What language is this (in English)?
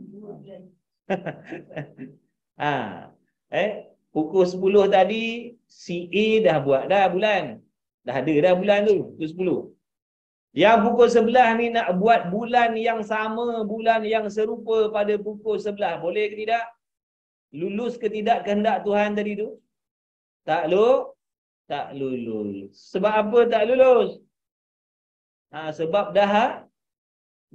Malay